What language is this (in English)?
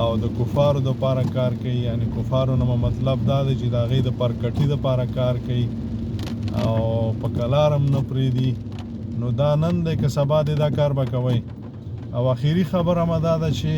Pashto